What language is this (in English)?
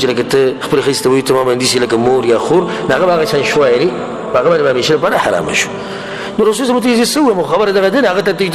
Pashto